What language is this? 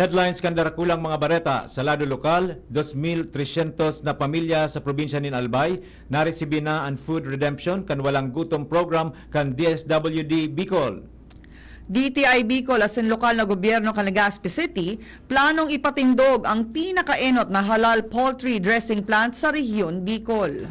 Bikol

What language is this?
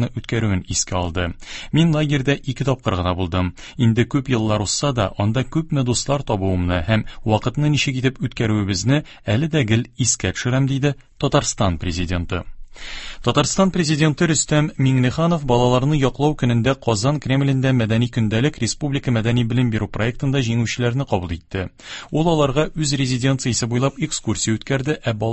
Tatar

